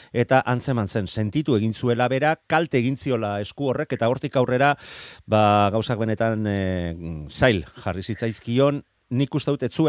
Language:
Basque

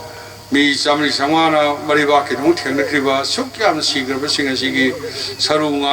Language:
Manipuri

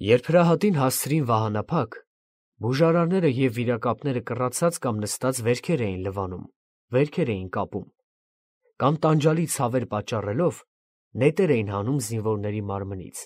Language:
Armenian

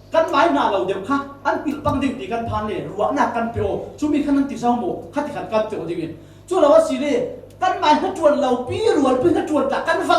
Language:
Falam Chin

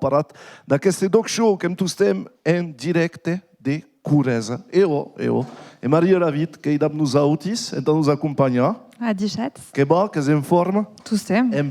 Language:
Occitan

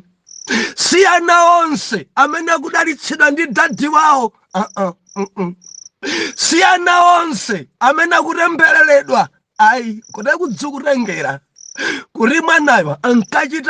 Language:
Nyanja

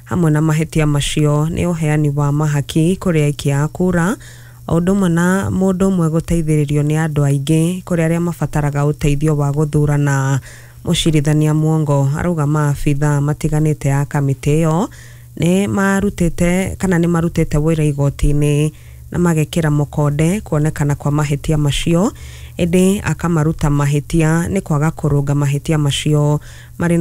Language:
Kikuyu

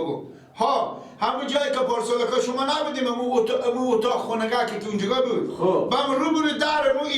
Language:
Persian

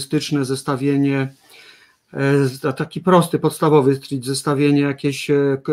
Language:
Polish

